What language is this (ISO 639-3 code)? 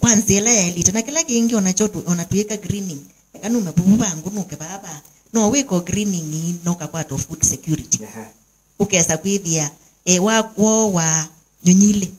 kam